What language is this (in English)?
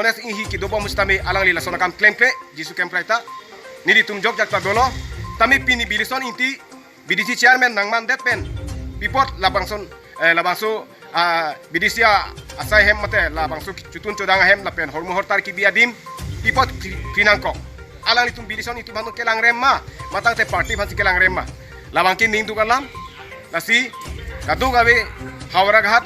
Karbi